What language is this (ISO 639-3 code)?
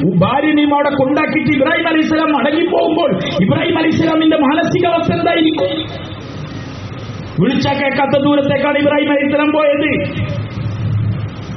mal